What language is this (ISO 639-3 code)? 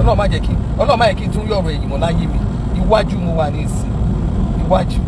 yor